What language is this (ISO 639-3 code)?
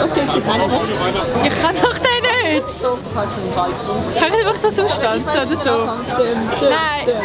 gsw